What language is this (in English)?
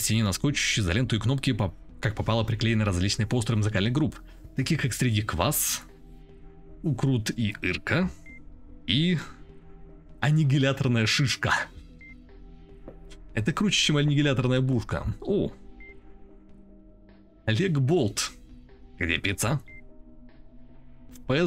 Russian